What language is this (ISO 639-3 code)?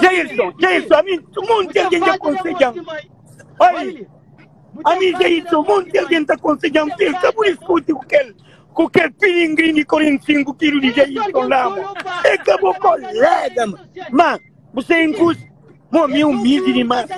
kea